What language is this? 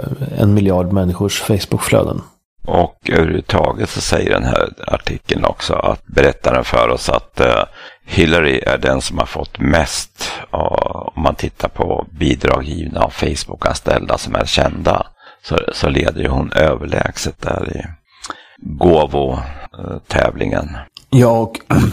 Swedish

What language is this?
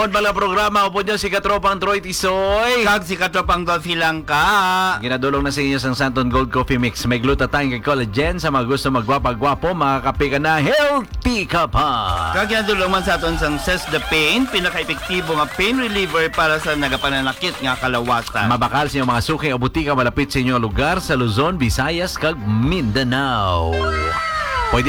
Hiligaynon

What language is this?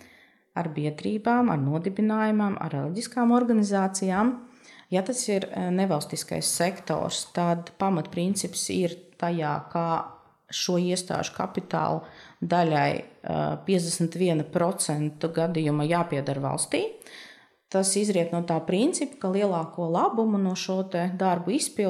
Latvian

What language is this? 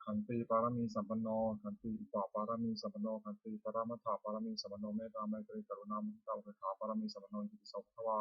Pali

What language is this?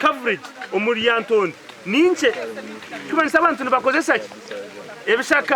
Nyankole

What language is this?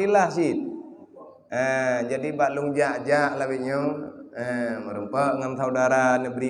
Achinese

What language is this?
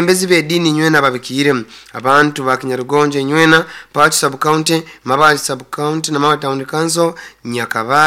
Nyoro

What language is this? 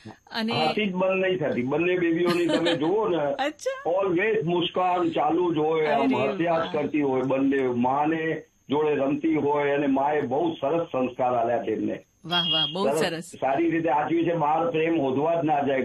Gujarati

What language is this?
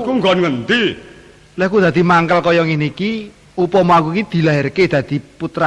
Javanese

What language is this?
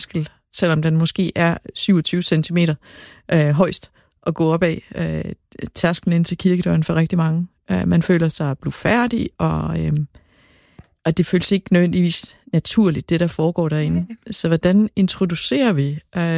Danish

